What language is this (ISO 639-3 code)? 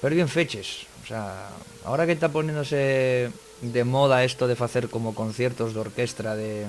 ast